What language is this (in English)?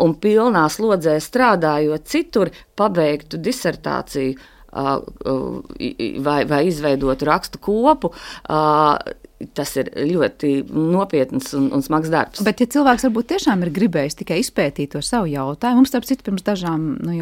Latvian